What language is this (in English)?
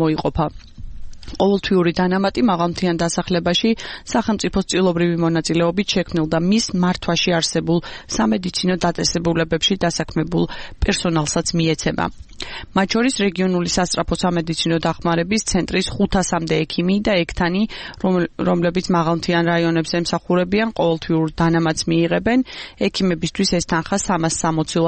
Georgian